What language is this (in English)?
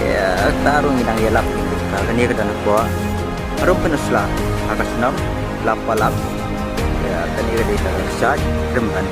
Khasi